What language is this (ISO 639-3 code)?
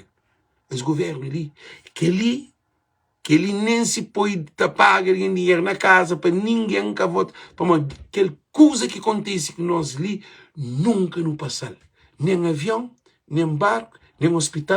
kea